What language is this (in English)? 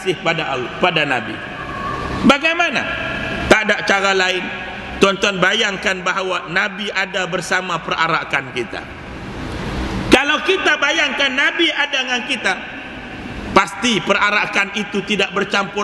Malay